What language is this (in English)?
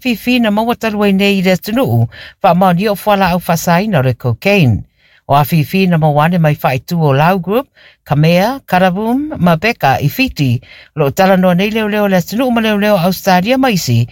Samoan